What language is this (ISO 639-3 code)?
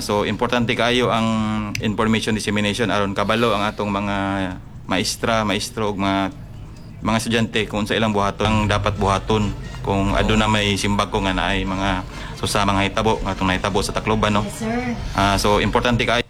ceb